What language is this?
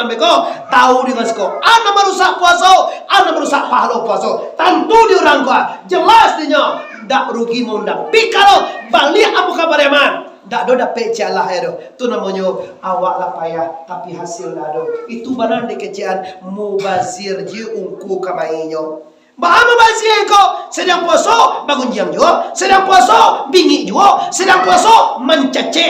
Minangkabau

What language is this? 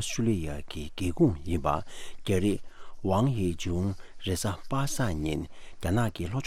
Tibetan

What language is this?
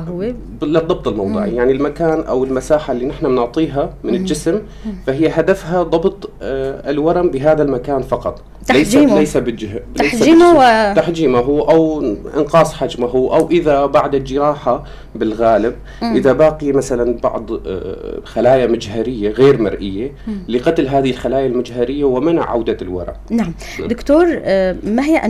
North Levantine Arabic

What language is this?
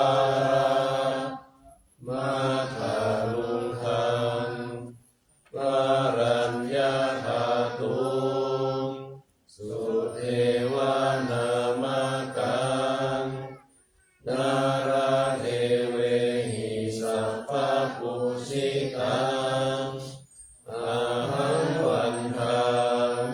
Pali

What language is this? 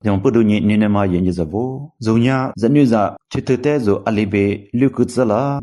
Lisu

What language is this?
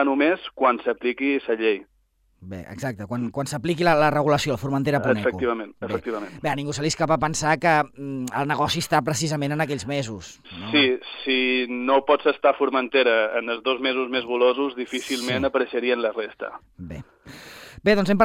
Catalan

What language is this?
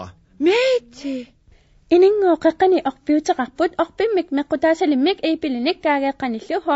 Kalaallisut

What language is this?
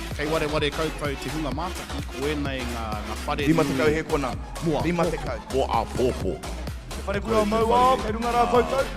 Māori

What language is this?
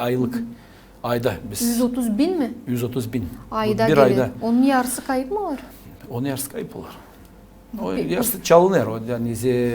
Gagauz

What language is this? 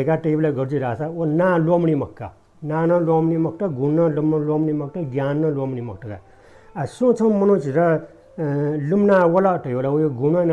Newari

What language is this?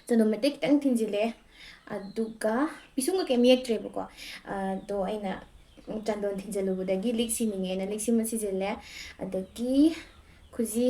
Manipuri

